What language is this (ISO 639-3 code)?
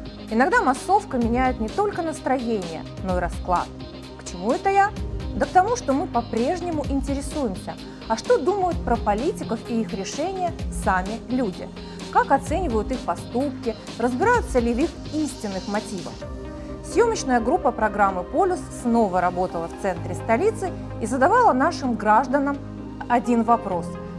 rus